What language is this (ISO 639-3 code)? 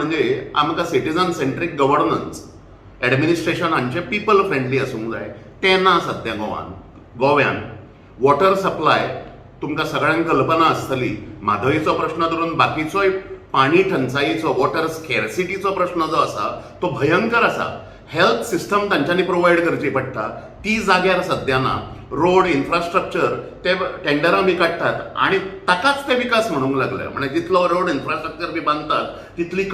kok